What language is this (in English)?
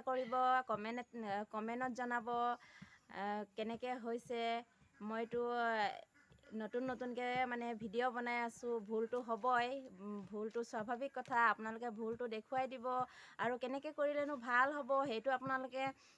Assamese